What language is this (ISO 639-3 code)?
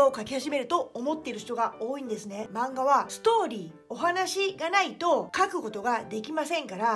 jpn